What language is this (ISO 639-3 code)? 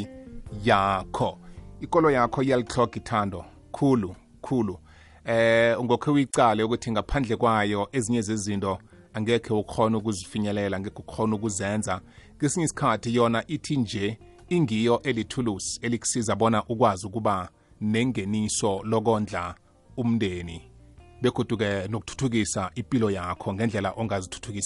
nbl